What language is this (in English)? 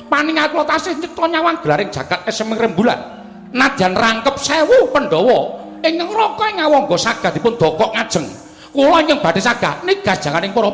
Javanese